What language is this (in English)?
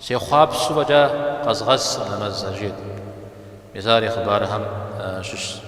Kabardian